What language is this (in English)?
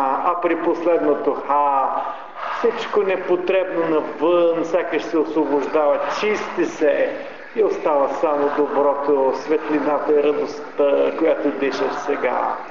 Bulgarian